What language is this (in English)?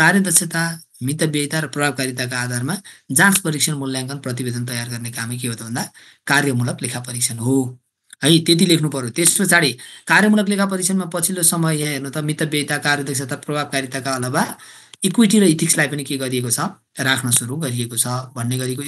Nepali